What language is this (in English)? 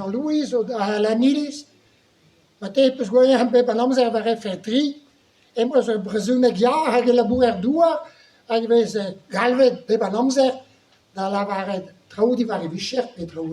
Breton